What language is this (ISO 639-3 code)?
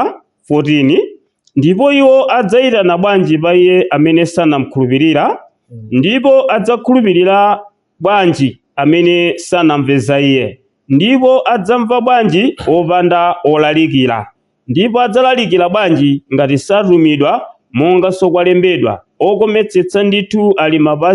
nya